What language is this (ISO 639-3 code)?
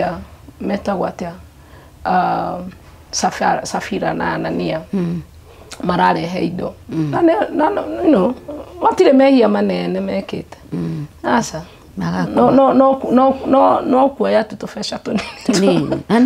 kik